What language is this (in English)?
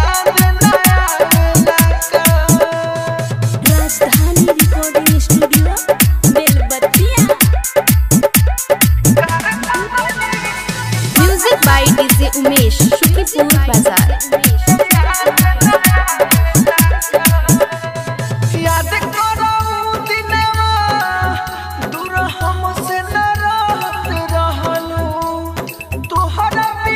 Bhojpuri